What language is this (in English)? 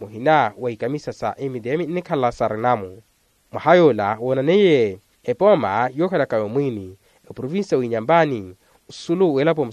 Makhuwa